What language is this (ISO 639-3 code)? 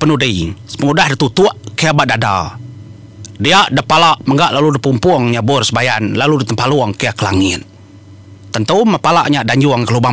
iba